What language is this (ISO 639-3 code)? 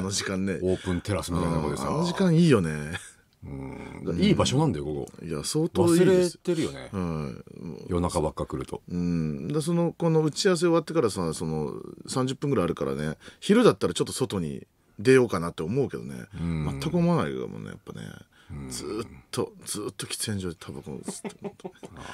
jpn